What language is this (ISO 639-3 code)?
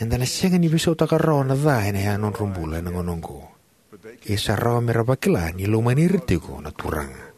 fij